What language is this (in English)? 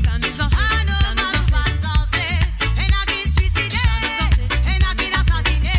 Morisyen